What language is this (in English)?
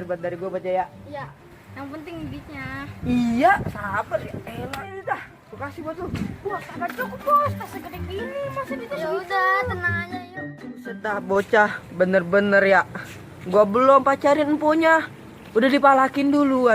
Betawi